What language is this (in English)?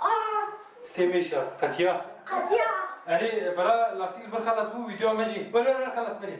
Kurdish